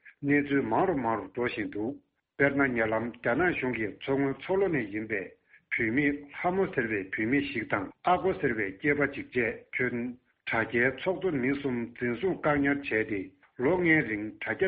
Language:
Tibetan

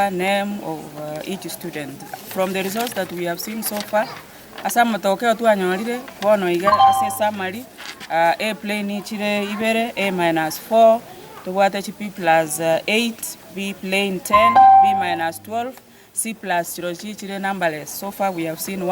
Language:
Gusii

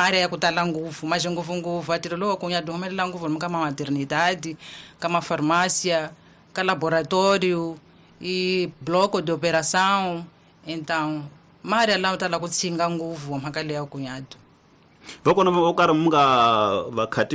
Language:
Tsonga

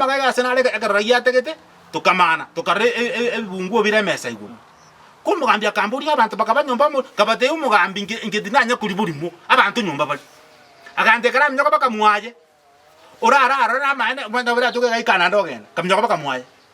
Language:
Gusii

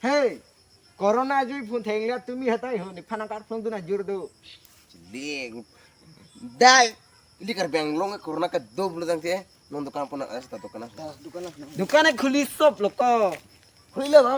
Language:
Karbi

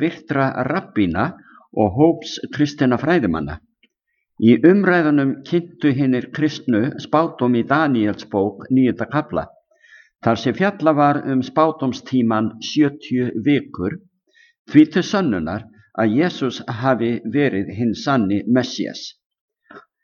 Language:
Icelandic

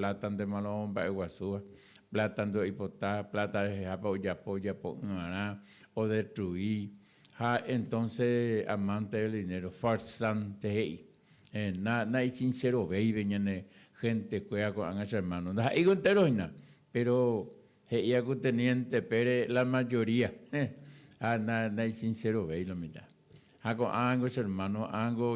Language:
Guarani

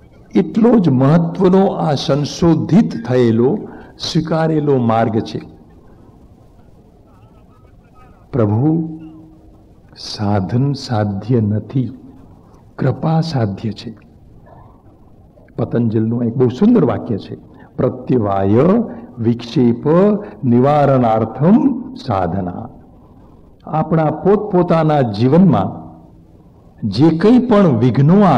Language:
Gujarati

